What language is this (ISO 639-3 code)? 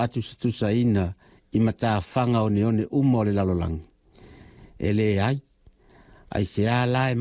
smo